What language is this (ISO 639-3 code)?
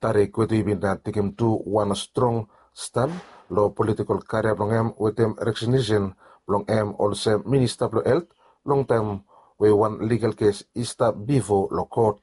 bis